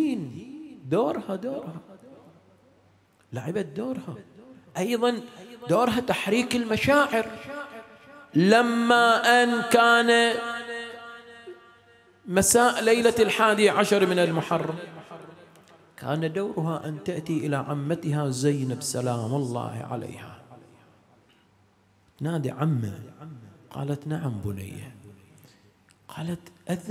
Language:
Arabic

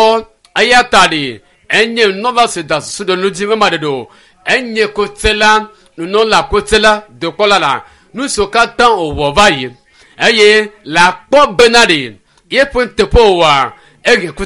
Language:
Ewe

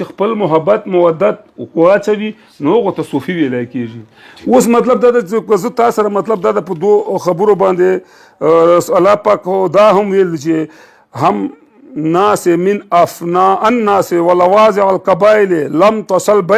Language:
Pashto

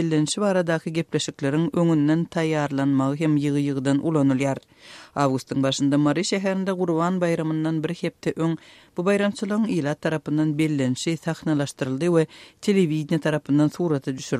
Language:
Turkmen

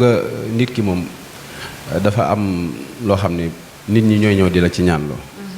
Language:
Wolof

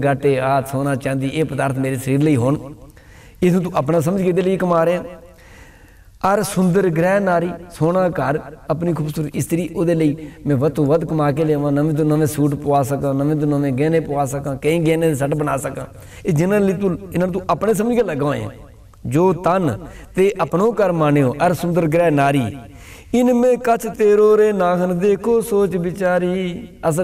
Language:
Punjabi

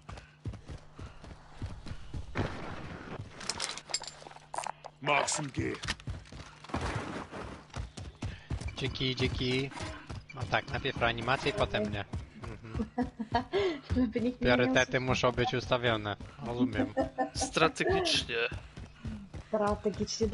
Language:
Polish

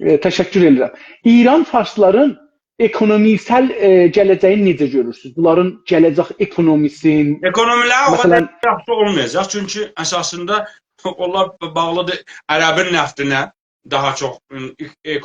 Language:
South Azerbaijani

